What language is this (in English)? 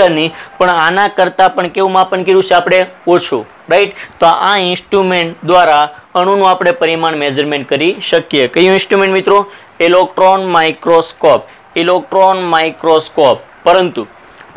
Gujarati